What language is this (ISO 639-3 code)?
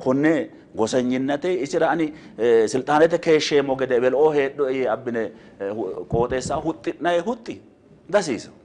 sid